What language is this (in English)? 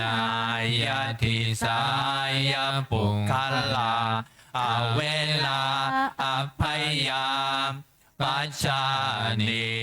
Pali